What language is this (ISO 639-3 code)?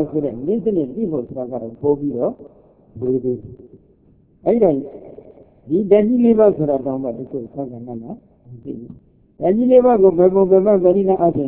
mya